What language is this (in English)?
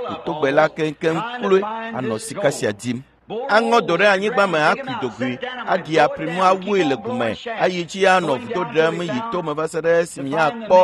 Ewe